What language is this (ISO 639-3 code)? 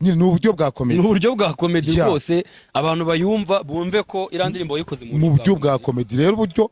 kin